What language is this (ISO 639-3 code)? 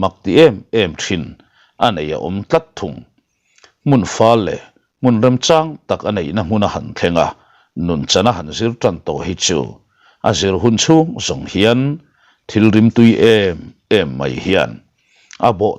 lus